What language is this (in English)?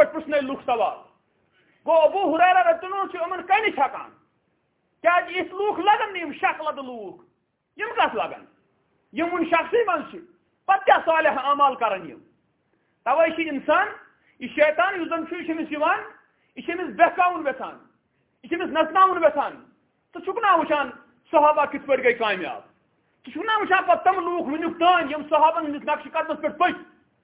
Kashmiri